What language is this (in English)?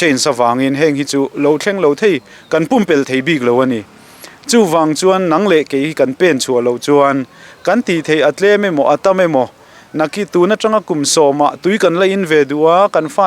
Mizo